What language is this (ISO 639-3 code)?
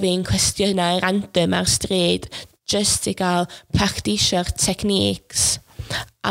cym